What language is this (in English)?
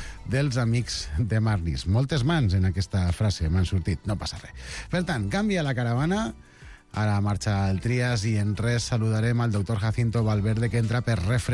Catalan